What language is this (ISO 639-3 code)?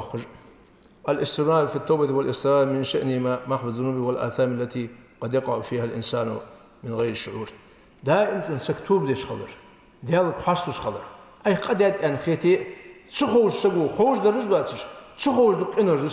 inh